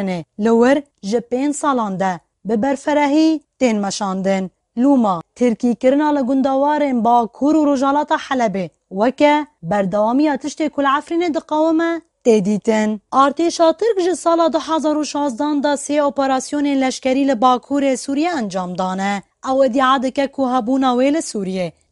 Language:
Kurdish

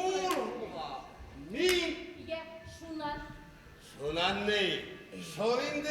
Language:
Bashkir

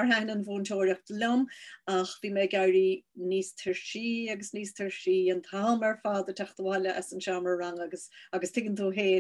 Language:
Irish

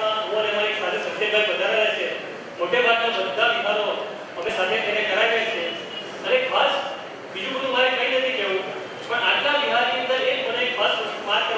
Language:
Gujarati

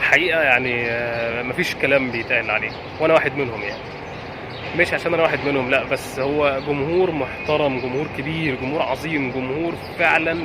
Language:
Egyptian Arabic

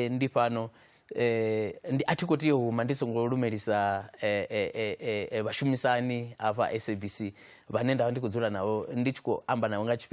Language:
Venda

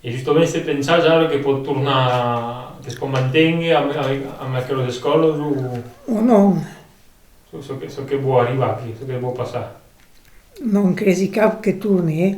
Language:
Occitan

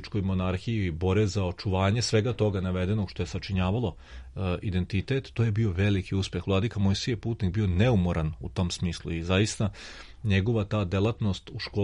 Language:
Serbian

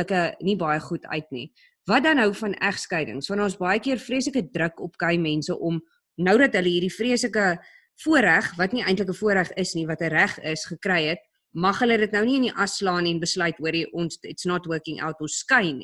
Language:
Afrikaans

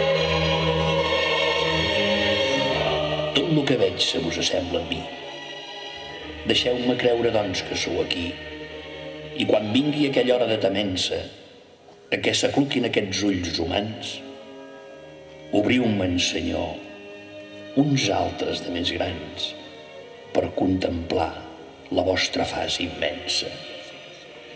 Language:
Catalan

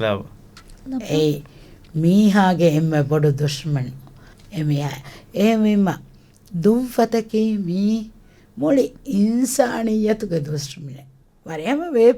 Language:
Divehi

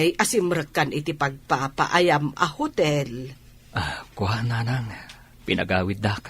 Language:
Iloko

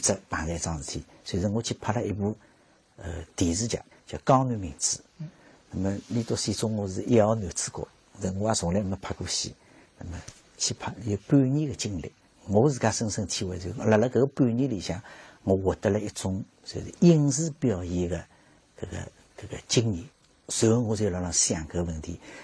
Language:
Wu Chinese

